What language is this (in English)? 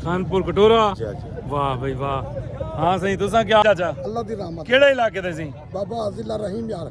Saraiki